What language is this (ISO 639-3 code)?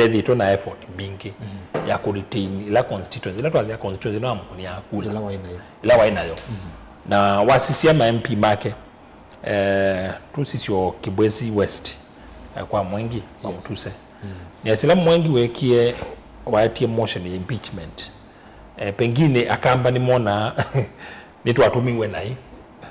kam